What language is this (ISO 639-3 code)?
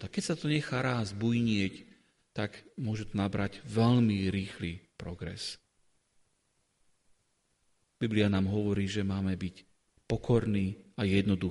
slk